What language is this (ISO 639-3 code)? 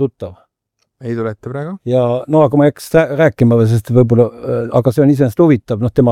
est